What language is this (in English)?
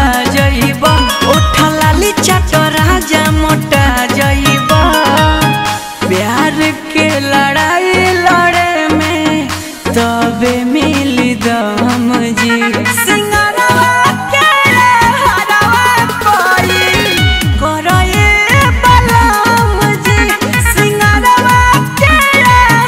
Bhojpuri